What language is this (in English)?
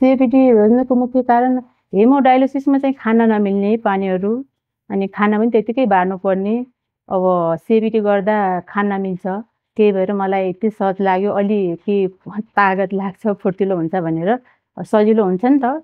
Nepali